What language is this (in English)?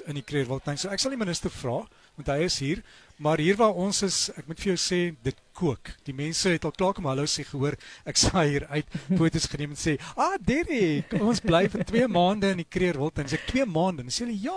Afrikaans